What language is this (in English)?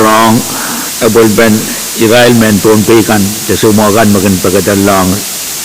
Pohnpeian